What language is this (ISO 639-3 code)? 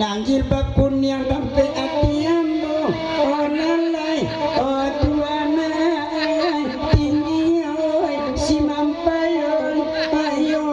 min